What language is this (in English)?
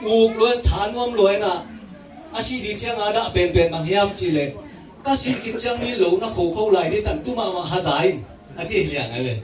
Tedim Chin